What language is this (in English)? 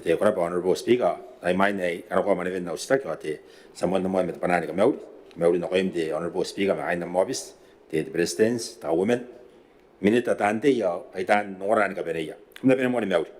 Gilbertese